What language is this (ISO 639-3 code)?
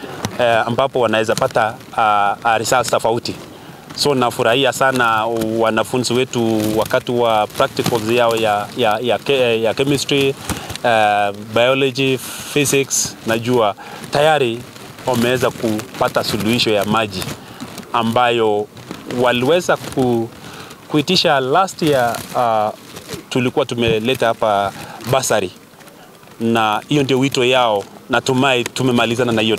swa